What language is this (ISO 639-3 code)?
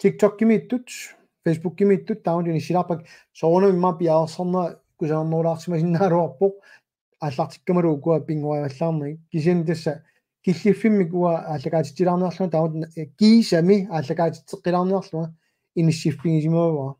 kal